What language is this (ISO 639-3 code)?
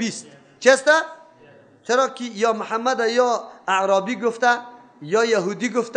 fas